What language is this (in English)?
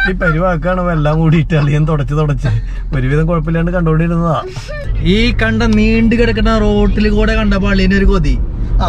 Malayalam